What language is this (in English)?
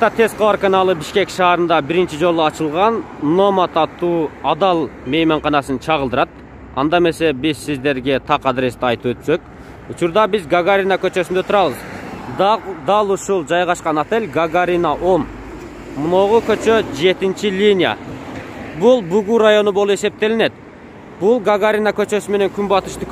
Kyrgyz